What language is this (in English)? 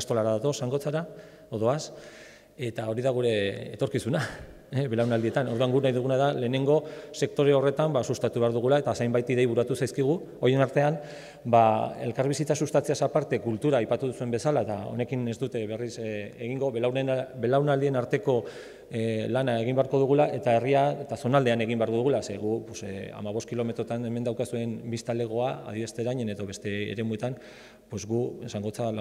Basque